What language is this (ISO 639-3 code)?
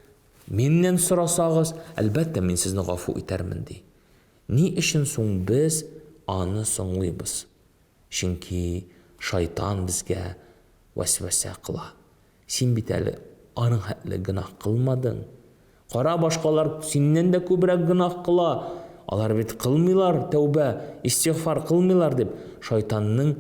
tat